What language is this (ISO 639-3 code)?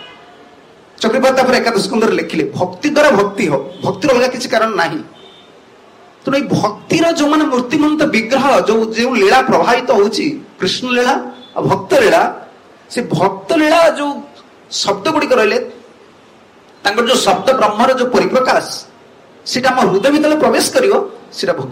ori